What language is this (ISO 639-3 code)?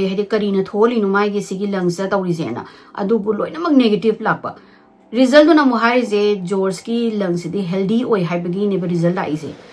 mni